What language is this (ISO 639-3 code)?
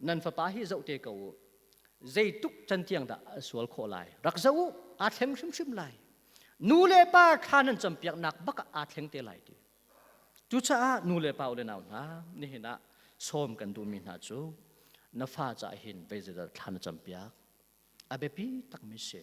cnh